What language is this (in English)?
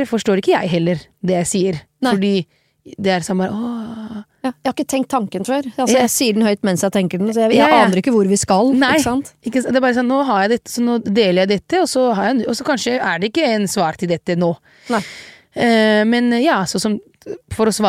Norwegian